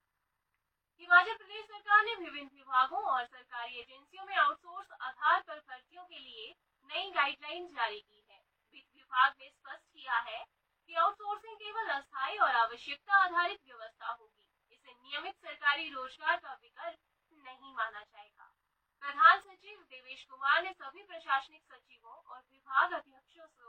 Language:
Hindi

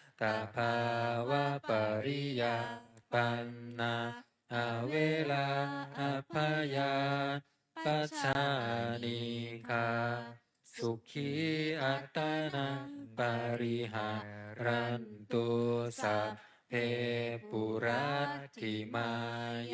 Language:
Pali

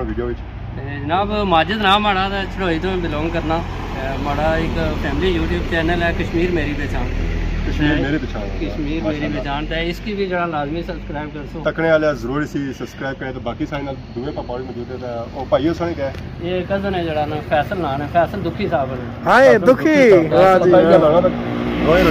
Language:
Pahari-Potwari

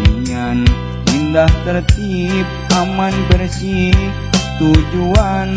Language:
Sundanese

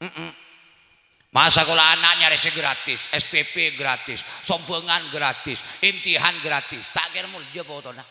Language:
Madurese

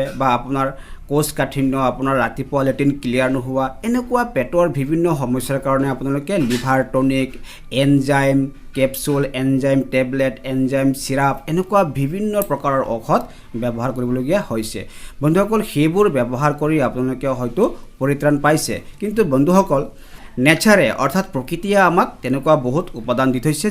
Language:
Assamese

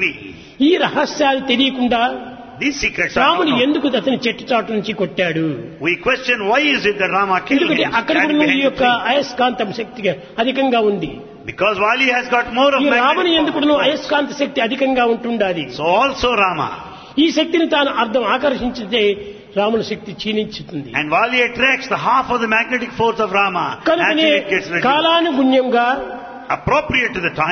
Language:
Telugu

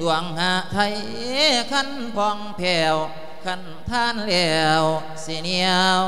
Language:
Lao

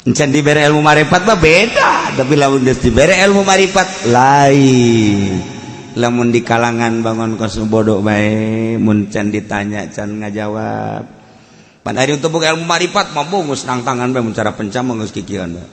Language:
Sundanese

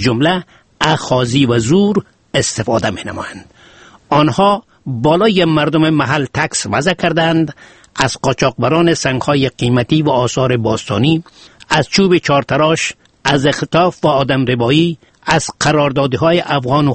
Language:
Persian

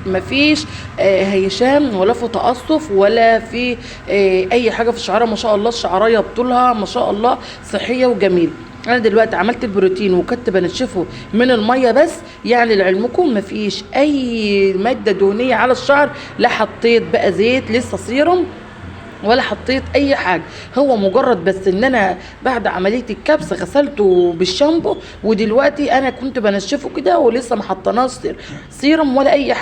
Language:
Egyptian Arabic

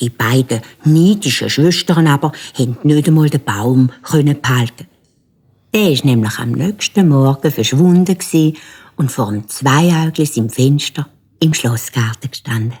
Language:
Swiss German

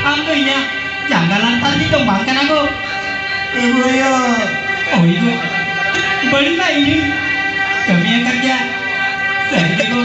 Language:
Santali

